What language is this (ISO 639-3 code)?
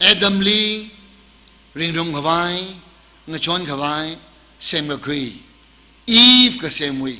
nmf